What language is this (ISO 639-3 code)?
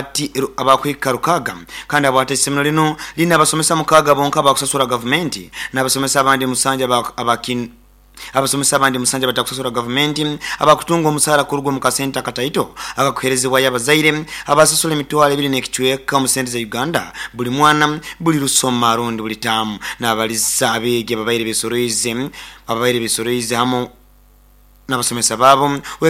nyn